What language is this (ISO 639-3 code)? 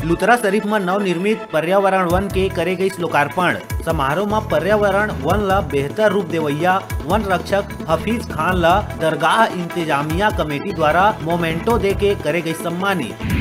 hne